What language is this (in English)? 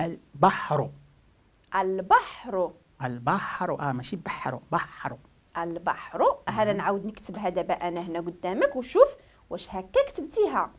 Moroccan Arabic